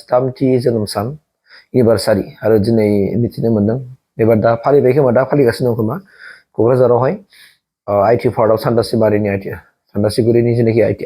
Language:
Bodo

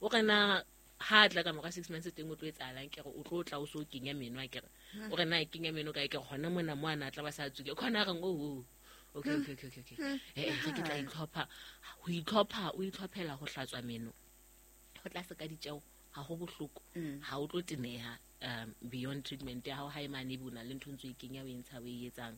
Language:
Southern Sotho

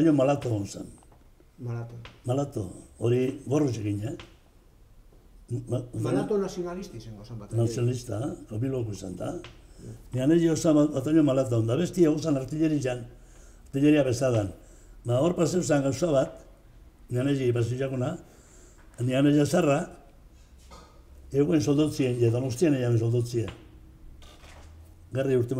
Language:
Basque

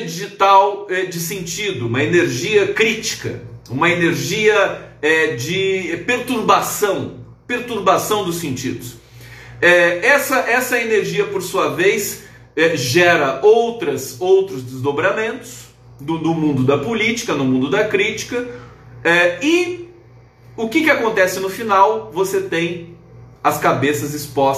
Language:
Portuguese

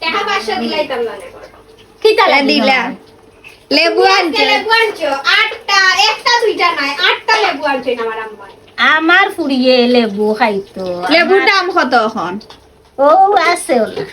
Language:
Sylheti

